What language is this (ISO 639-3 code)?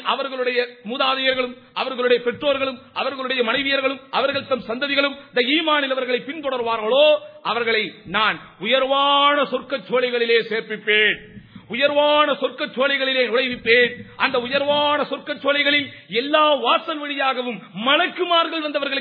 tam